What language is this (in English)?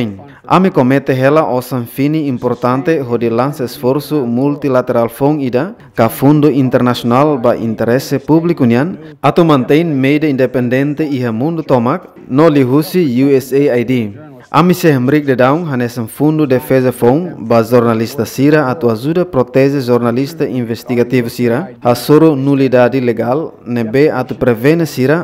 Tetum